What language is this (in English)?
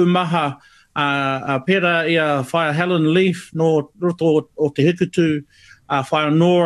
Māori